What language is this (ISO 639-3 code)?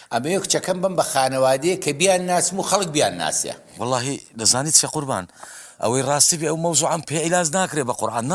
ckb